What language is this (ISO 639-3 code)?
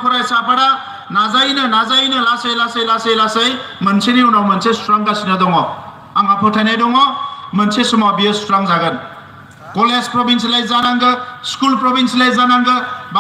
brx